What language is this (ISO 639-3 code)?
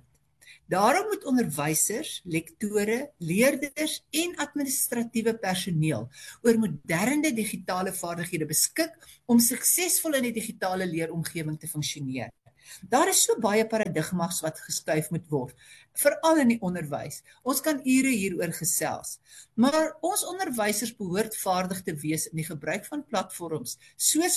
afr